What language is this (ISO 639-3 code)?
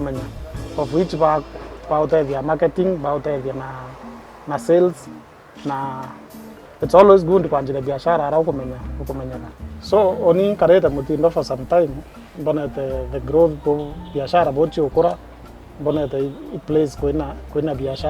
mer